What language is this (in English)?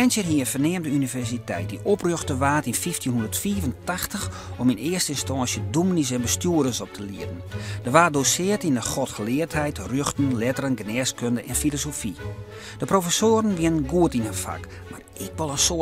Western Frisian